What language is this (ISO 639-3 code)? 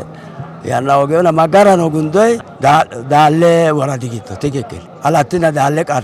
sid